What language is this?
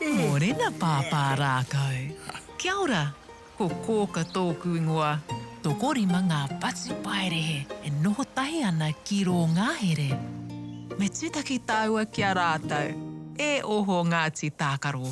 Māori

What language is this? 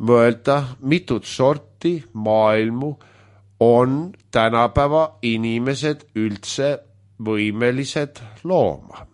Estonian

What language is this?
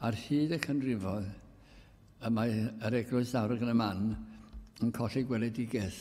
Welsh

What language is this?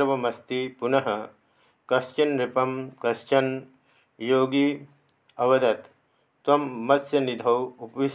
Sanskrit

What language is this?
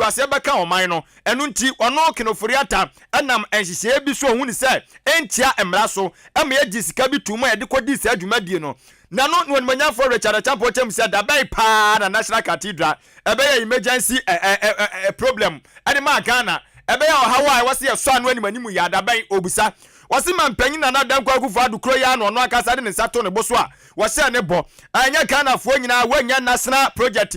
Akan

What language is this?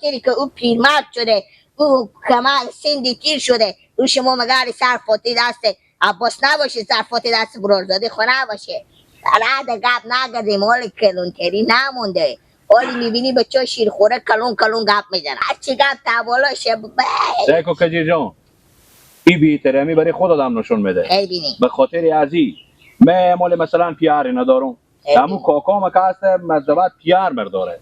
Persian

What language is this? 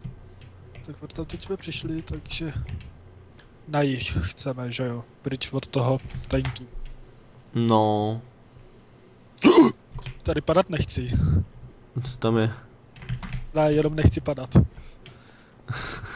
Czech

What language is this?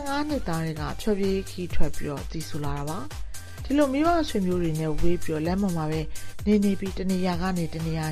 Burmese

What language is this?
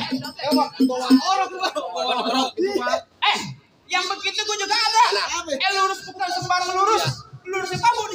Betawi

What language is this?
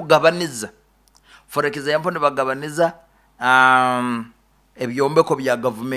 Nyoro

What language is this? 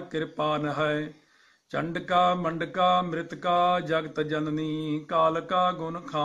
Punjabi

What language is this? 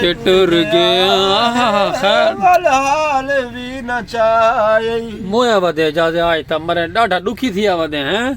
Saraiki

